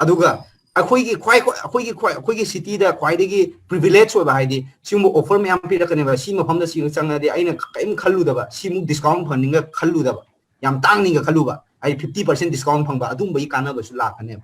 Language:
Manipuri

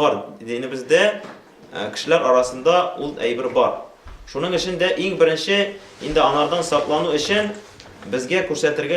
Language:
Tatar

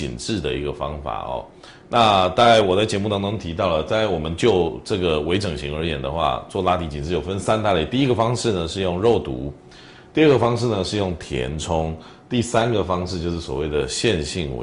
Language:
Chinese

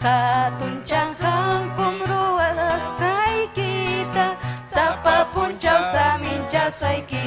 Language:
Ayacucho Quechua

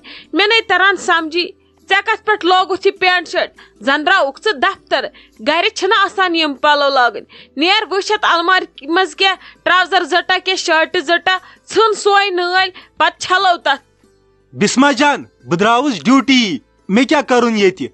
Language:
Kashmiri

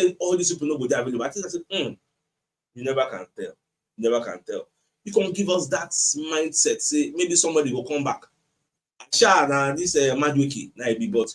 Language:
Nigerian Pidgin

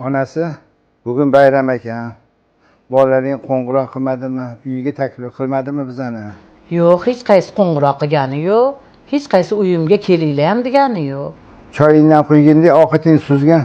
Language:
Uzbek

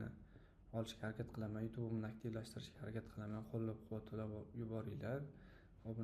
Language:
Uzbek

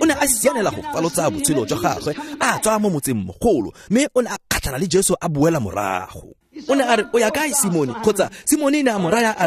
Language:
Tswana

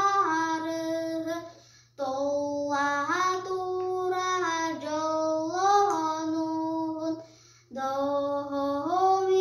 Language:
Yakut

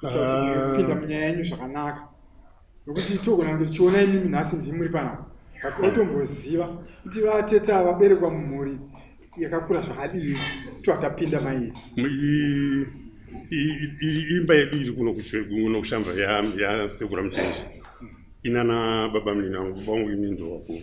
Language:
Shona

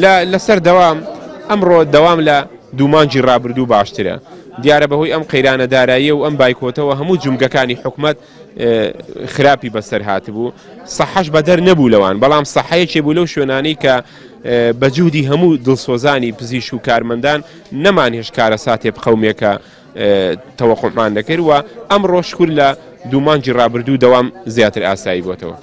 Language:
Central Kurdish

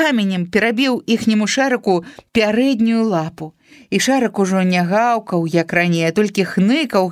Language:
Belarusian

